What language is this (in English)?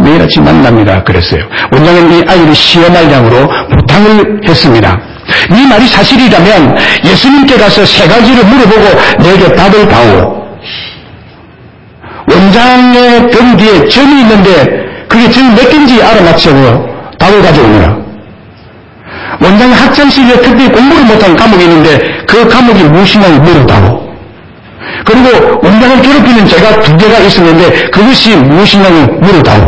Korean